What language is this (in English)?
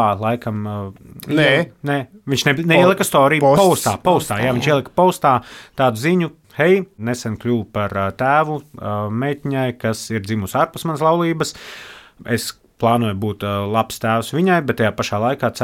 Latvian